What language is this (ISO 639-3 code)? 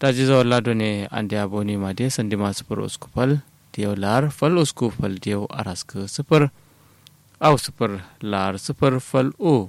kau